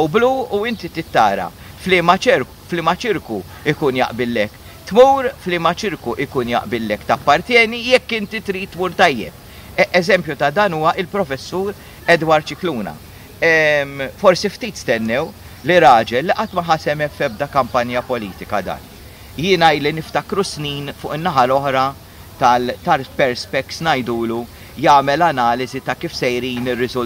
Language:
Maltese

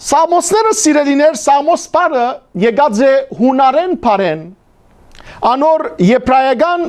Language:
Western Armenian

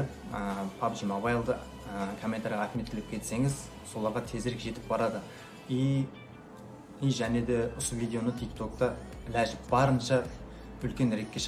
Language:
Kara-Kalpak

